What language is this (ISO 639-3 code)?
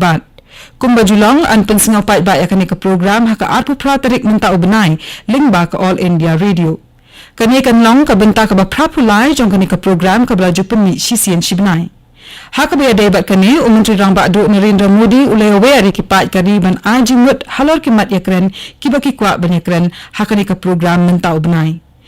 kha